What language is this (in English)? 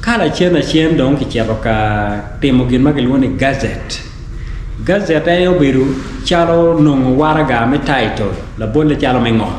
Acoli